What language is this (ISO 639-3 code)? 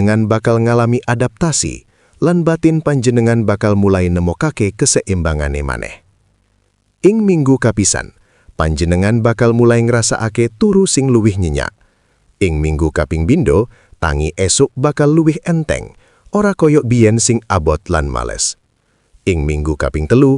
jav